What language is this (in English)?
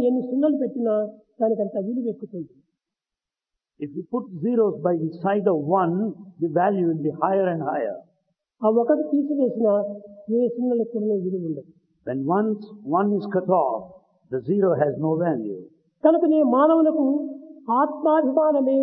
Telugu